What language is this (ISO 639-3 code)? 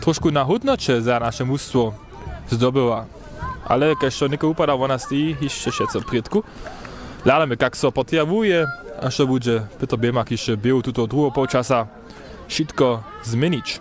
hsb